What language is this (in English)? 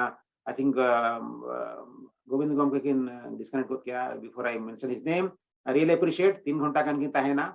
Santali